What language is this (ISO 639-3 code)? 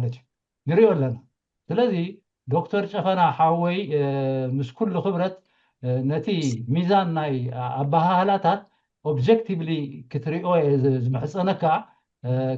tir